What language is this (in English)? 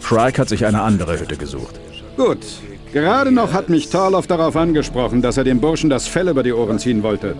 Bavarian